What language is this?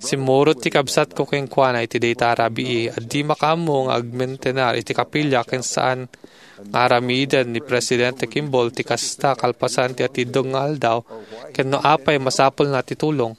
Iloko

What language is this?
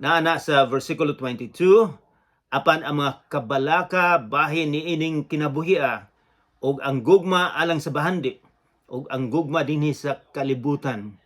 Cebuano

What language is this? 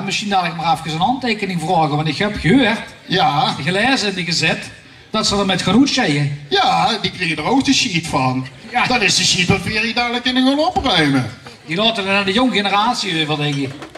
Limburgish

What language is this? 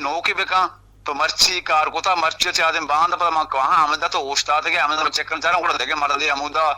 Eastern Balochi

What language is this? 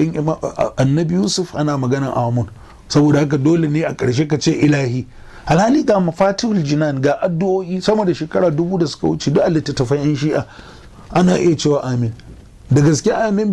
Hausa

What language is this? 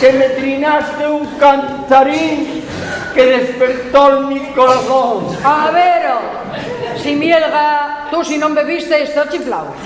Asturian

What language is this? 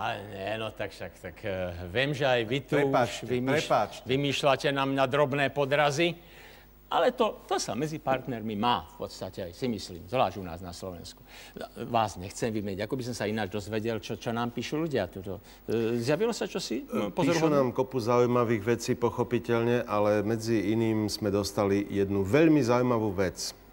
Slovak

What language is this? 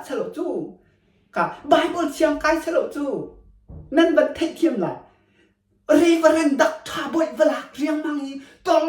Hakha Chin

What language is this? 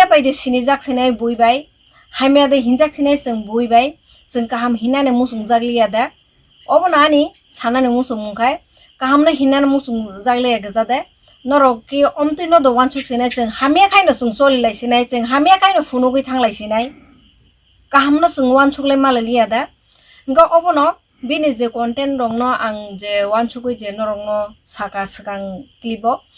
Kok Borok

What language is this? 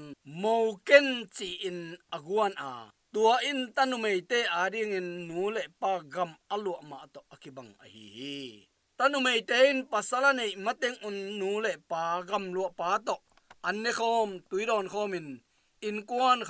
Tedim Chin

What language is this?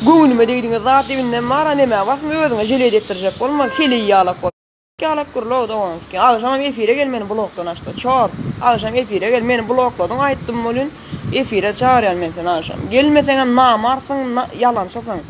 Turkmen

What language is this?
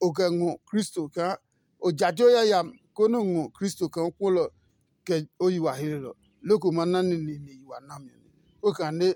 Adangme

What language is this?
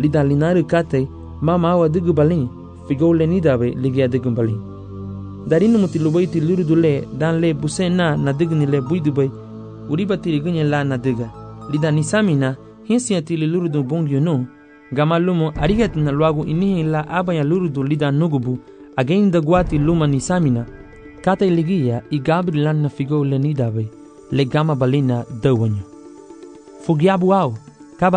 Garifuna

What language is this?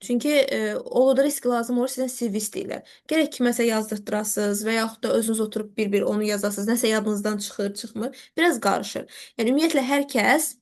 Azerbaijani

